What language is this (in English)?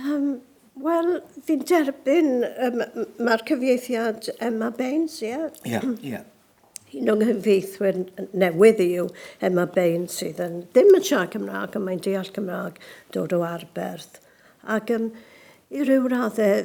Welsh